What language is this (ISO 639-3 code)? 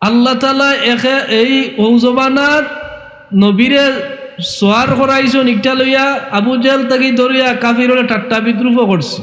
syl